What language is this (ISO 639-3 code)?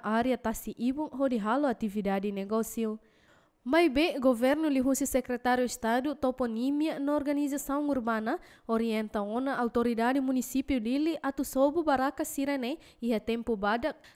tet